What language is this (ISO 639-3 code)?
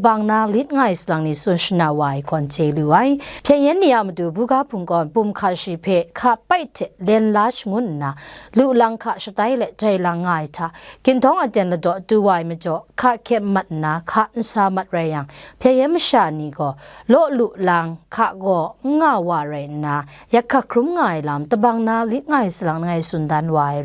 kac